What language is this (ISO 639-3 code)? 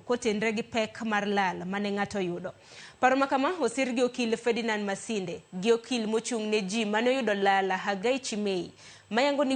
luo